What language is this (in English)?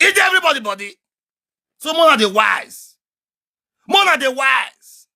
Nigerian Pidgin